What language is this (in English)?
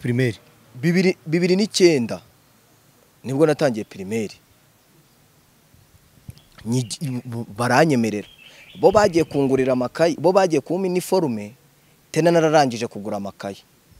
Kinyarwanda